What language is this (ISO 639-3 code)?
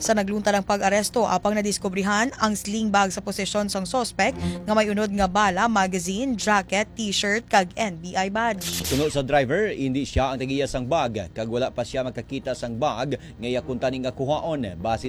hil